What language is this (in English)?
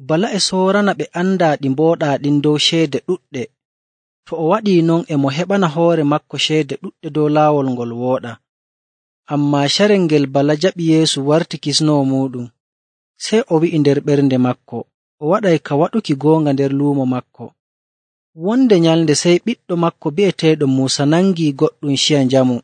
Nigerian Fulfulde